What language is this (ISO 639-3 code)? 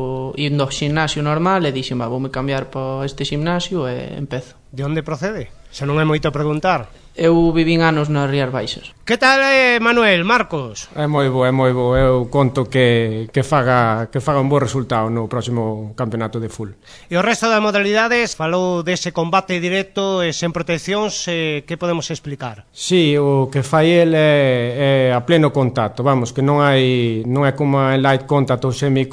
glg